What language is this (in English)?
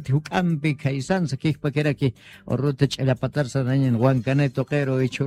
Aymara